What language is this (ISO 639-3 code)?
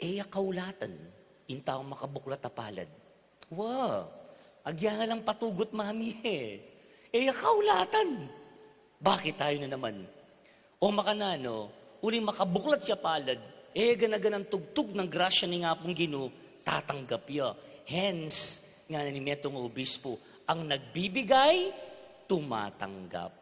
pam